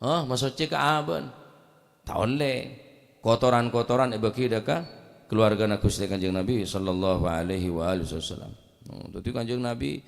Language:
Madurese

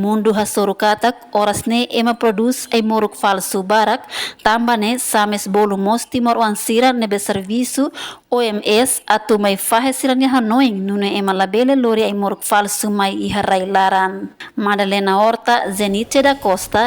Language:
Tetum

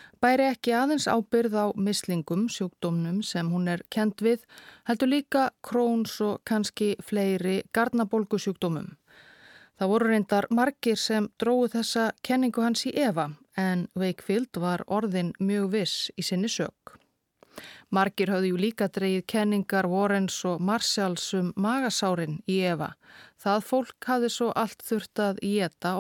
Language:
Icelandic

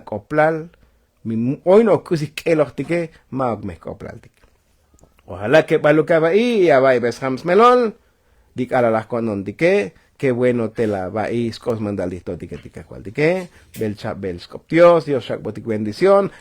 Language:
Tzotzil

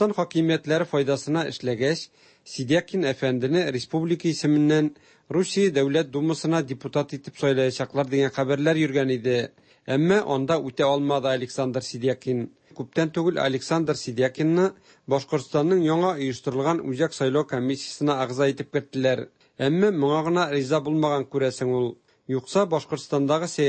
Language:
Tatar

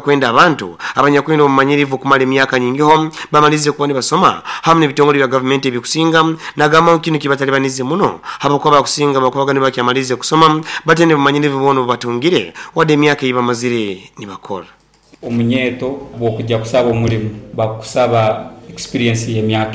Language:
Nyoro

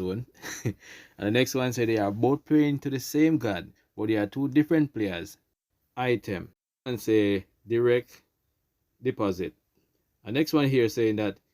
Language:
Jamaican Creole English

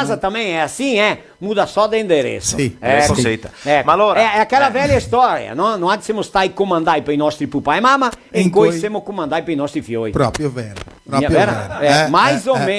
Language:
Venetian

